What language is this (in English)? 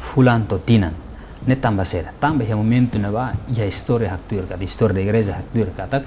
Tetum